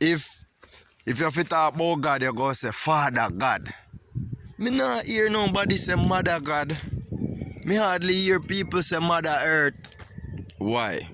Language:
Jamaican Creole English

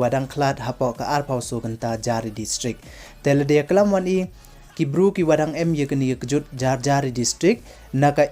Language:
Pnar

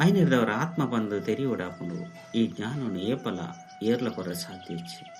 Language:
Tulu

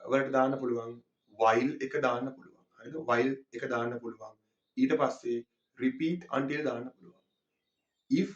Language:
Sinhala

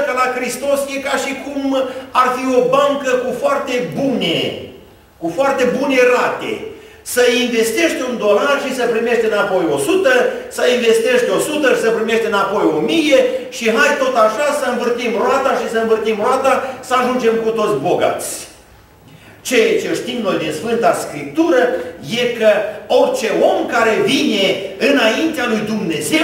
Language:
Romanian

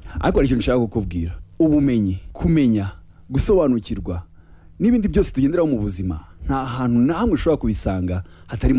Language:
Kinyarwanda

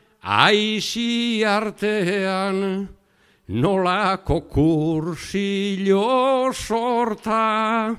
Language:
Basque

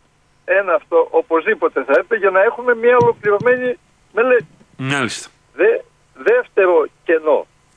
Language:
Greek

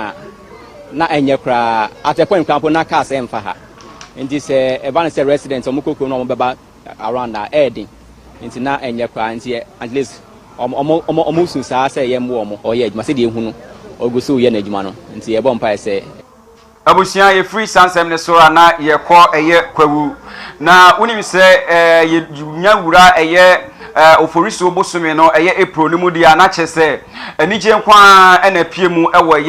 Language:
Akan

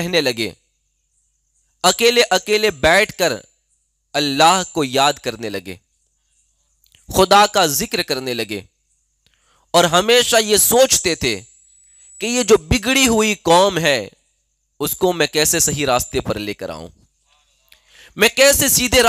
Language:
Urdu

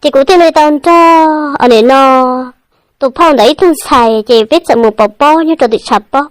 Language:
Hmong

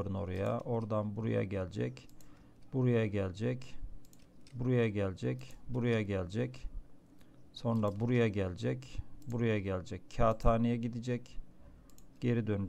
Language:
Turkish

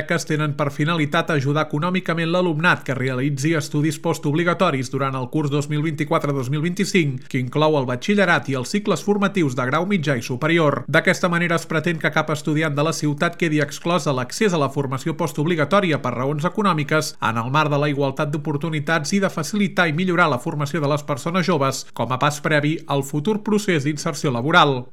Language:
Catalan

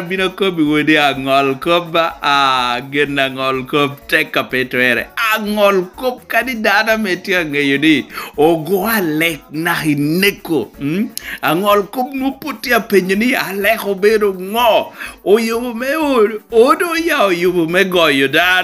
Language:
Lango (Uganda)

